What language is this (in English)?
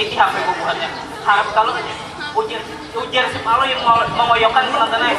Banjar